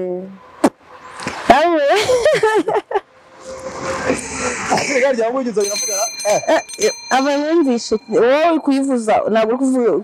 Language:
Kinyarwanda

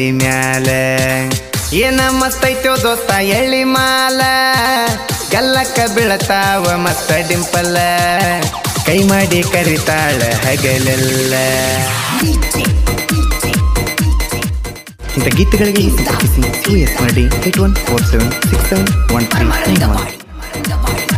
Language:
Kannada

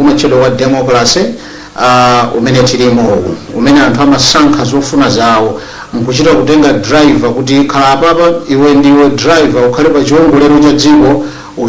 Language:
Nyanja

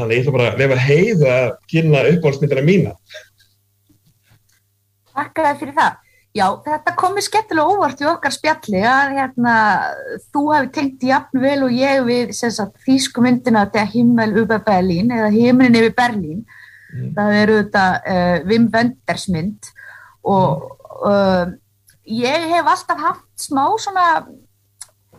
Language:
Icelandic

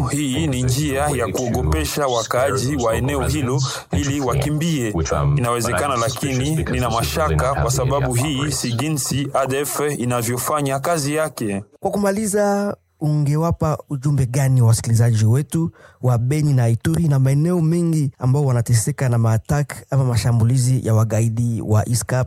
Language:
Swahili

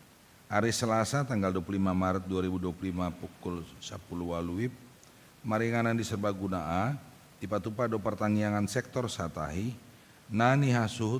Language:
Batak Toba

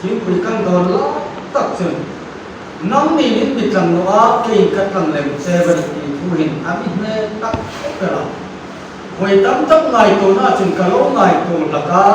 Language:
Hmar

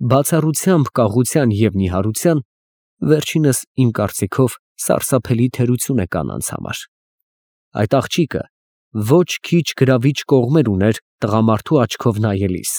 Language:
Armenian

